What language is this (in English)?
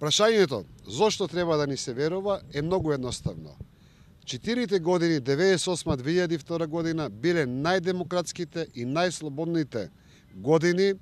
Macedonian